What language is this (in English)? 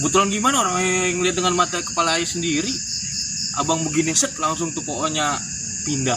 Betawi